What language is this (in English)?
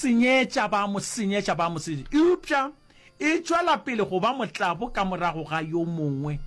Northern Sotho